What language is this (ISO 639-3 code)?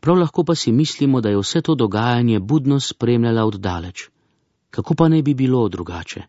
slv